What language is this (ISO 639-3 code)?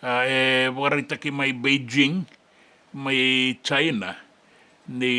fij